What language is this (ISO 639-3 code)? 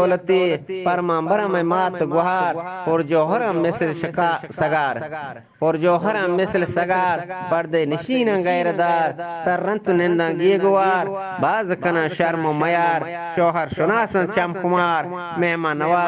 bgp